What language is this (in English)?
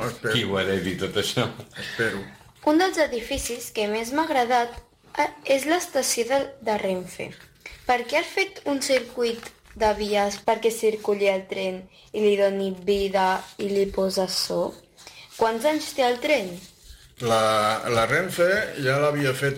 Catalan